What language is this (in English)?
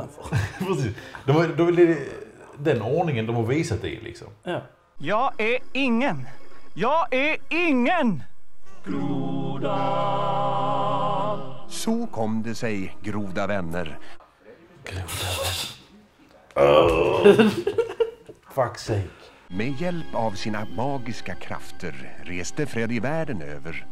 Swedish